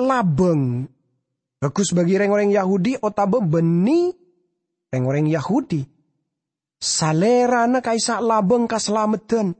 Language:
Madurese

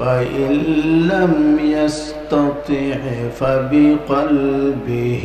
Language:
Sylheti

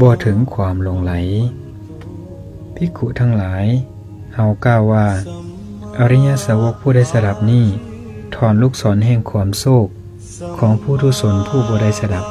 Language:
Lao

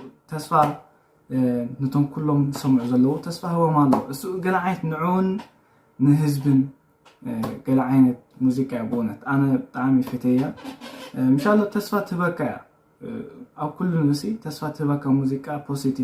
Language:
Tigrinya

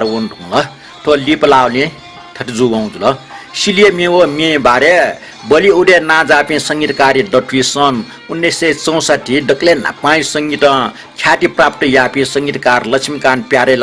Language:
Newari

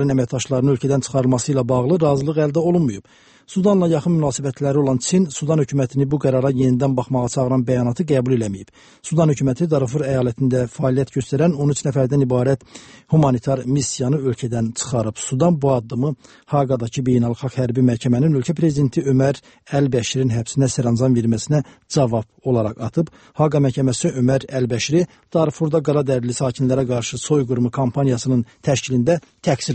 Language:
Azerbaijani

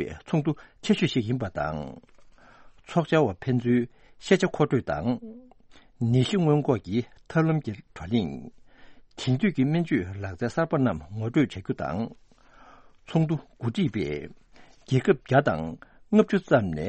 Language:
Tibetan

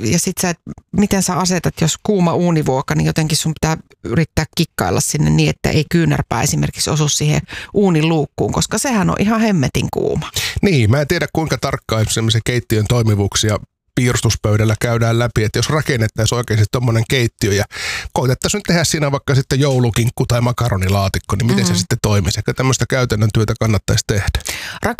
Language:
Finnish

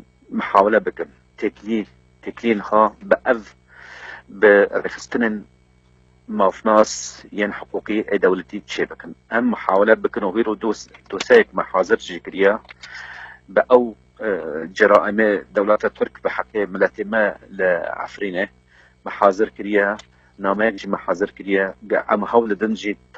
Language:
Kurdish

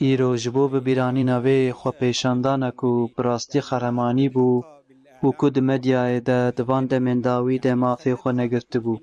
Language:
Kurdish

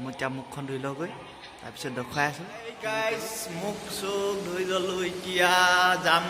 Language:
Assamese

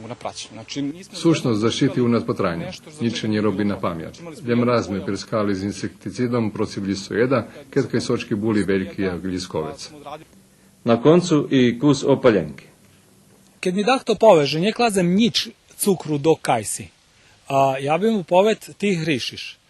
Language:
Rusyn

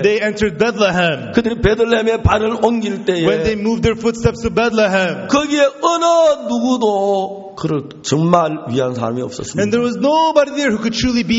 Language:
Korean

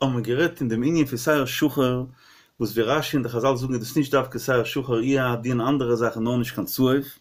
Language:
Yiddish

